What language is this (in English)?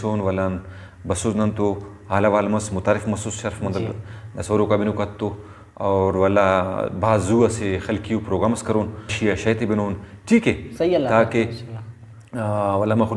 Brahui